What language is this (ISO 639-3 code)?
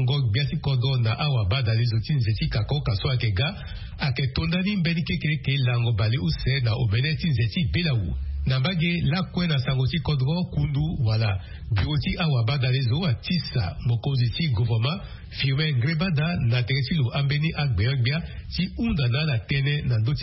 sag